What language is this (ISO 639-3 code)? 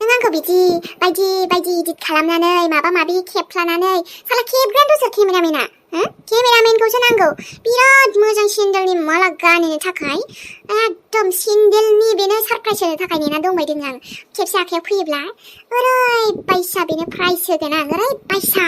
brx